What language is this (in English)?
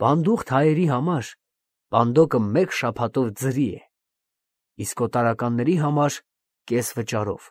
Armenian